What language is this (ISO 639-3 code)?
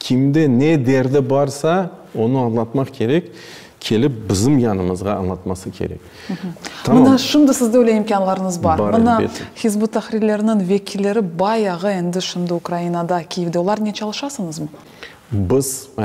crh